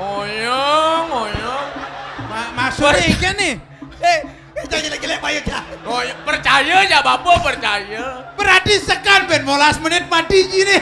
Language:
Balinese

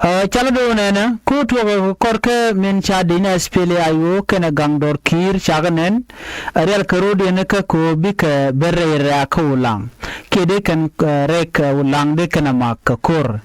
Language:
Nuer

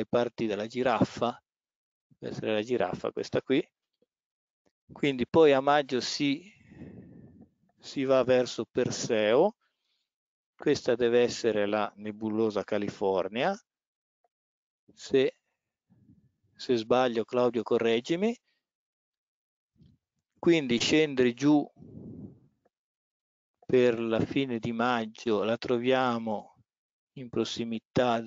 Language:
Italian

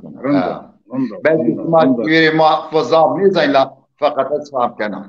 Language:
Zaza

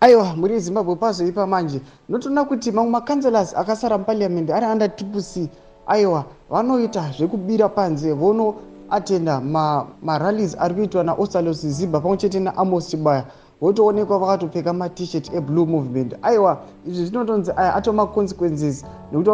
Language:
Shona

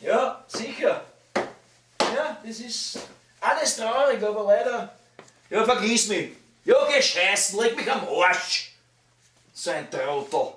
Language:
Bavarian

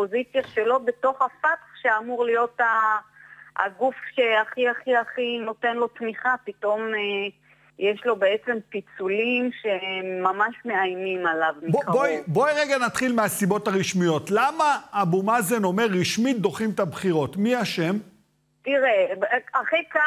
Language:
Hebrew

